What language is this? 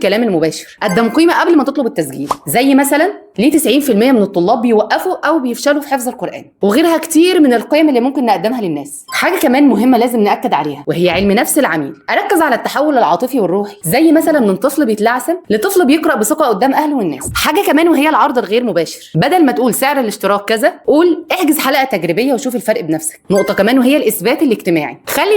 Egyptian Arabic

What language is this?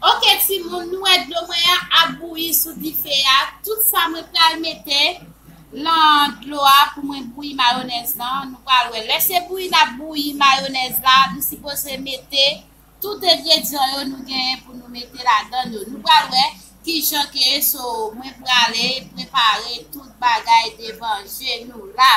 Haitian Creole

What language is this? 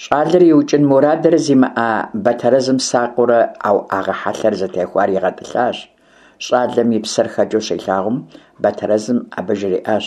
Kabardian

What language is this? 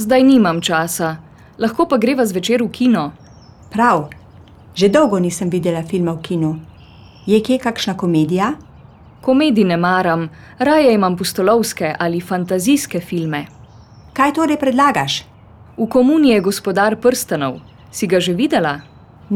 Slovenian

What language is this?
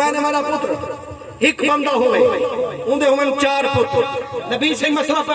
Saraiki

